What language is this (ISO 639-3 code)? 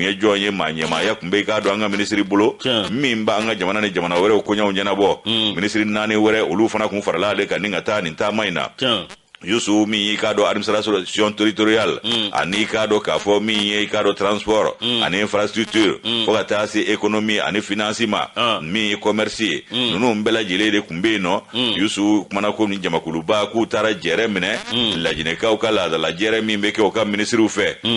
bam